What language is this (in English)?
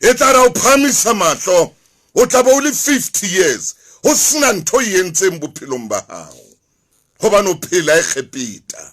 Southern Sotho